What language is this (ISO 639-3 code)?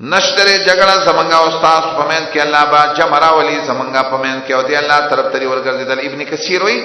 pus